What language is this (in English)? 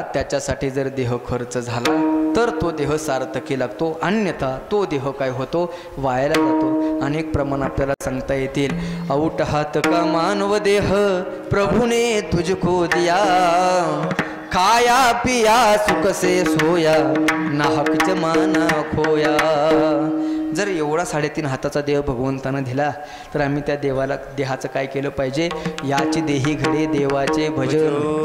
Marathi